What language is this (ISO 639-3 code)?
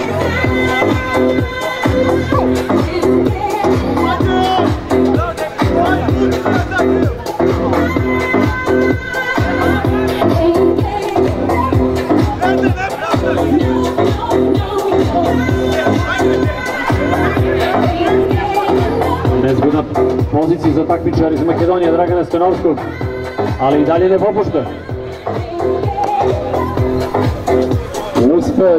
srp